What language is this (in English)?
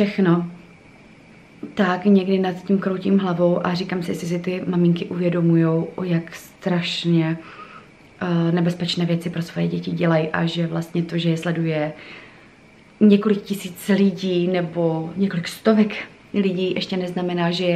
Czech